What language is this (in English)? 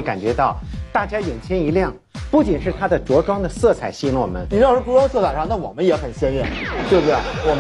Chinese